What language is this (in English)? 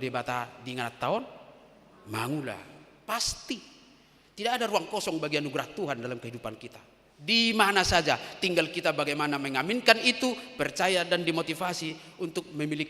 Batak Toba